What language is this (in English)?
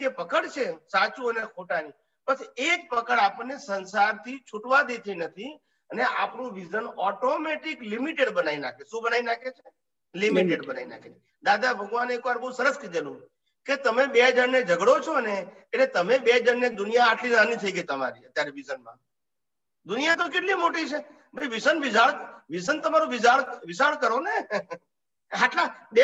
Gujarati